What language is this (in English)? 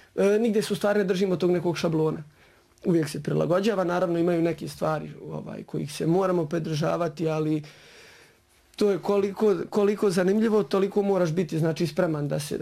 Bosnian